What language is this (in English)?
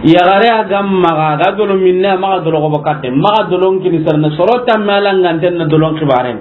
Soninke